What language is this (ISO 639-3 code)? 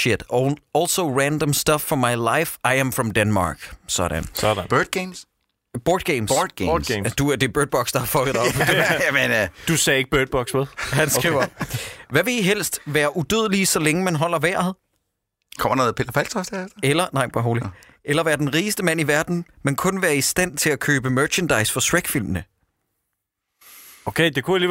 dan